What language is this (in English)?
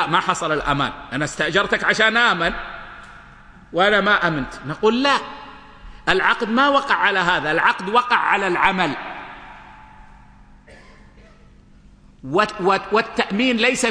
Arabic